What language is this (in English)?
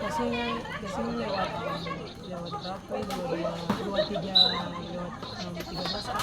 Ambonese Malay